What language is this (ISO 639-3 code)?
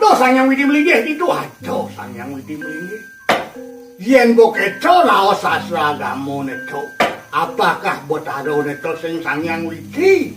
ban